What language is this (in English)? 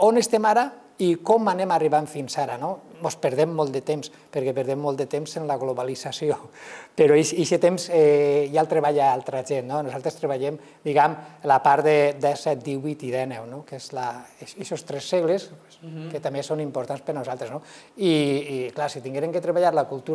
Catalan